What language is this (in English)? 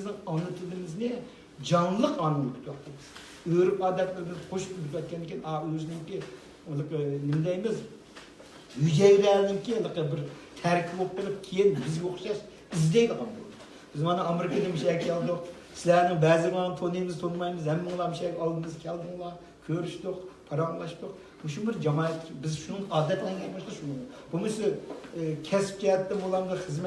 Uyghur